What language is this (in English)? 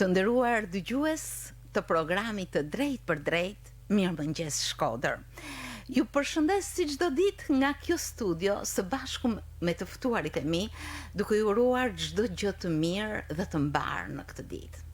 Albanian